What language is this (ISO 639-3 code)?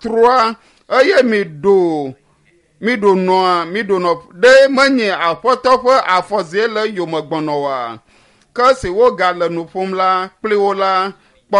ewe